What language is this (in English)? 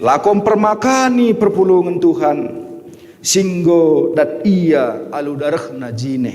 Batak Karo